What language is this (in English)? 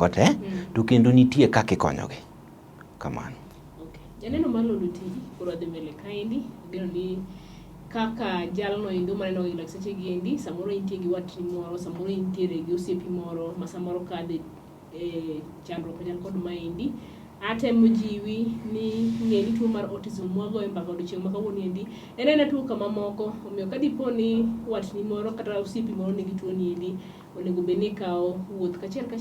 Luo (Kenya and Tanzania)